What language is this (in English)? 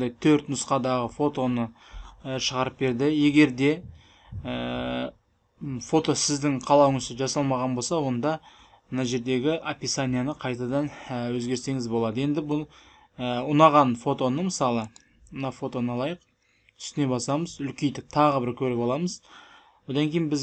Kazakh